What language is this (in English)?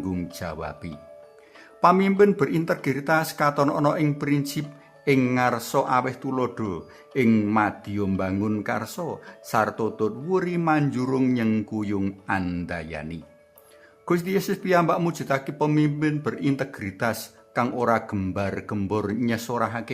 Javanese